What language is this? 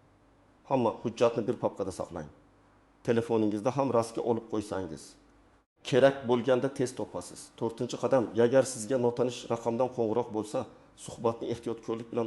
Uzbek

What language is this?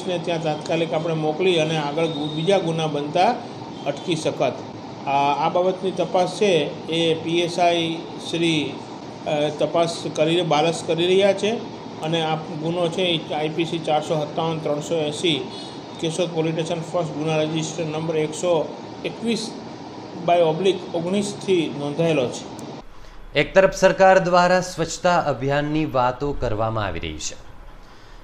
Gujarati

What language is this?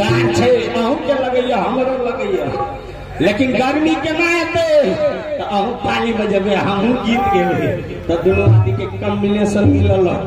Maithili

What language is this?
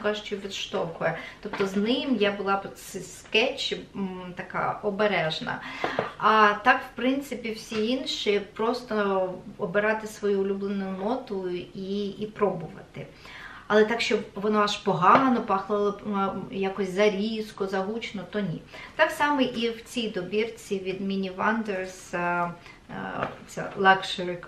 Ukrainian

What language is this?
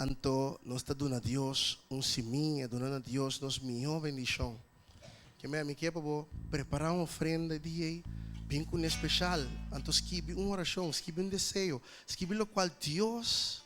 Papiamento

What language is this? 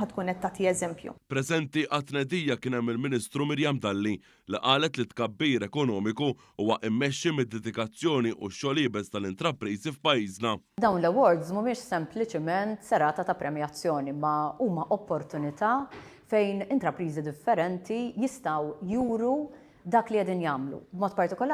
Maltese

